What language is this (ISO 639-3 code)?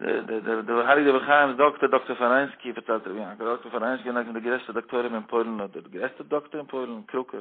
yid